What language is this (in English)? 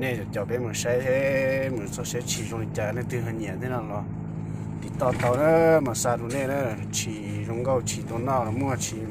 Hmong